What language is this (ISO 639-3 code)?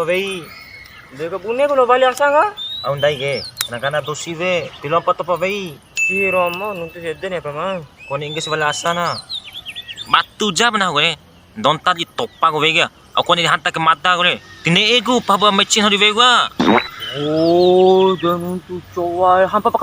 bhp